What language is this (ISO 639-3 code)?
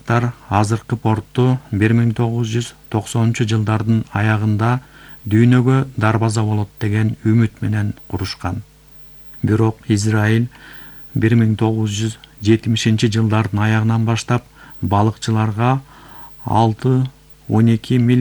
kir